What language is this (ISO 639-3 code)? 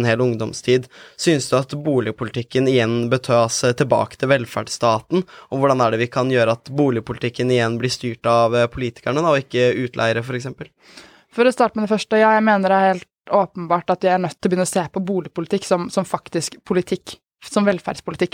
nor